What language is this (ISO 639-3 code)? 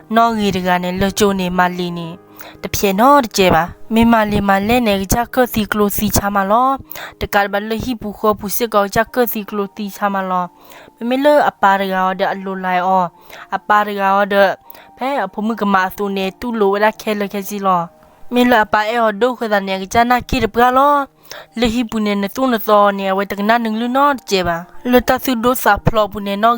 ksw